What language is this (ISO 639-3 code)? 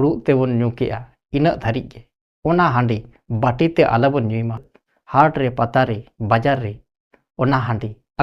sat